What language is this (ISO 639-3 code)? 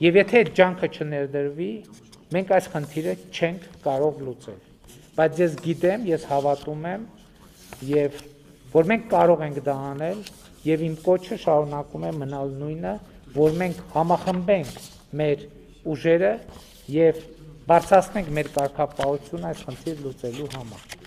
hye